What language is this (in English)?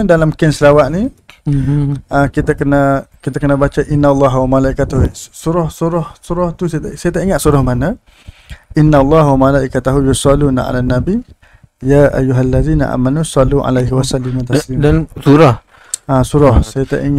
Malay